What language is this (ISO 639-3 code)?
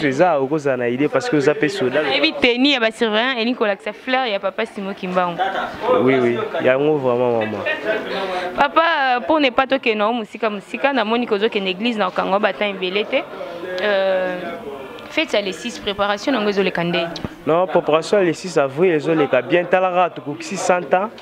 lin